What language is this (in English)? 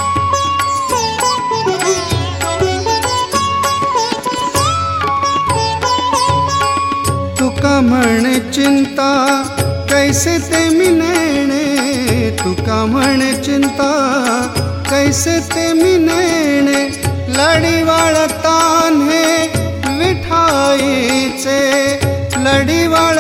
Marathi